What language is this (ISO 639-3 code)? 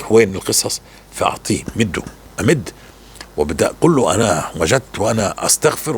apc